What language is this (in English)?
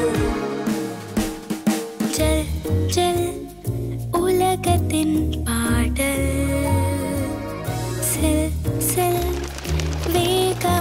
Tamil